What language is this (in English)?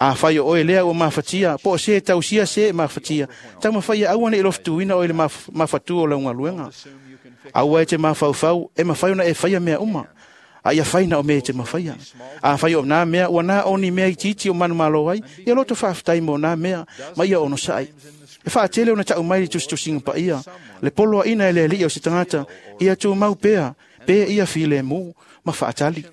Samoan